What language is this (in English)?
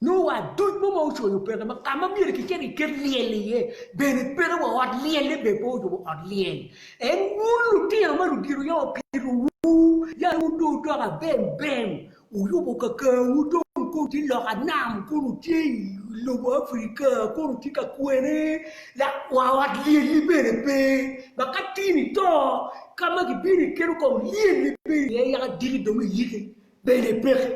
Acoli